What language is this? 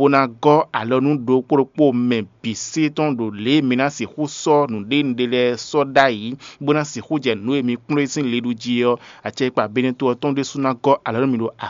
Fon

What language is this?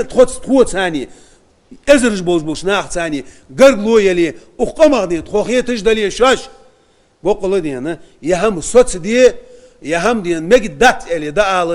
Ingush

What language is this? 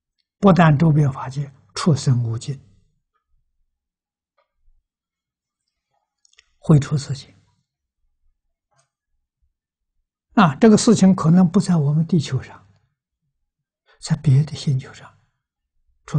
Chinese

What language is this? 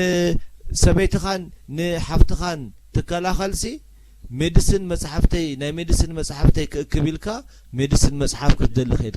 Tigrinya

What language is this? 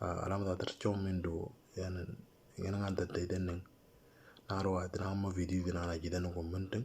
Moro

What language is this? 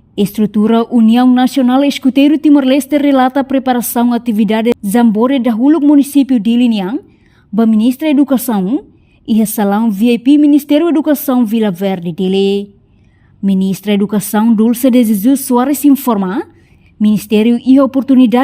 Tetum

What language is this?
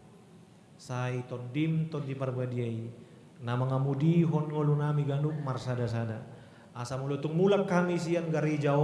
Batak Toba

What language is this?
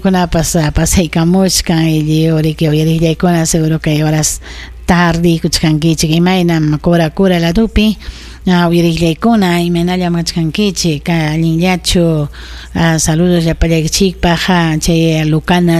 Ayacucho Quechua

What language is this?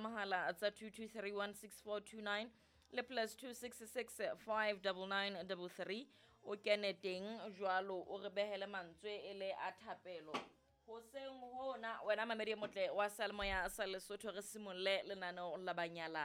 Southern Sotho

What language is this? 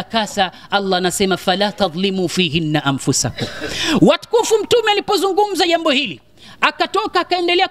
Swahili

